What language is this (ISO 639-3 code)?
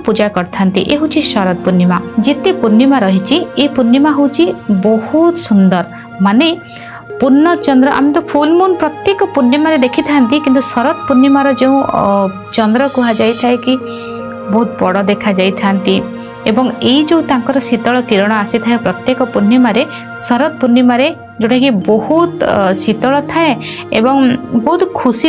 ori